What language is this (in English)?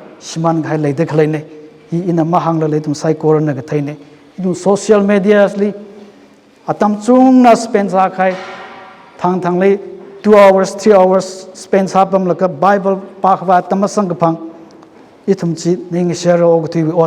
Tangkhul Naga (India)